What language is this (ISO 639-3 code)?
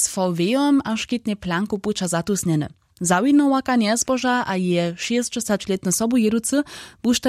hsb